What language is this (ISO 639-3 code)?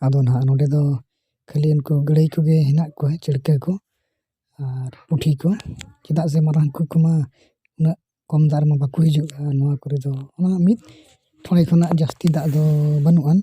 sat